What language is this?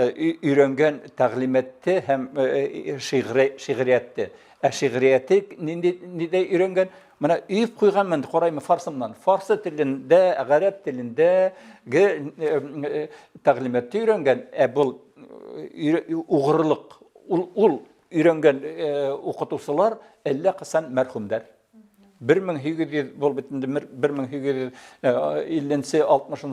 Bashkir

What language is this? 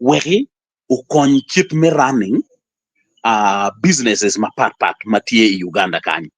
Acoli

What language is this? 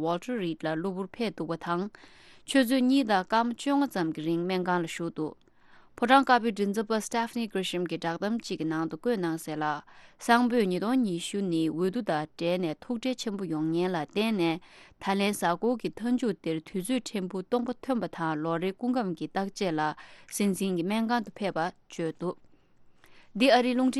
Tibetan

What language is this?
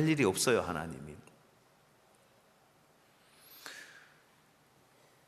Korean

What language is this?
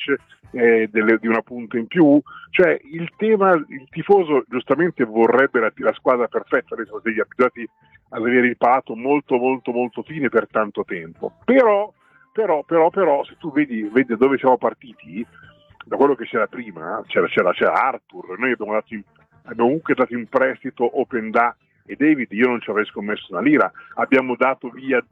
Italian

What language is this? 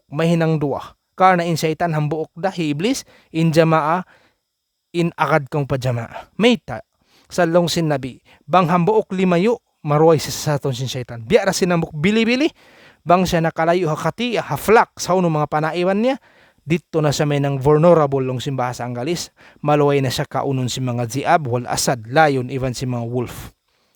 Tausug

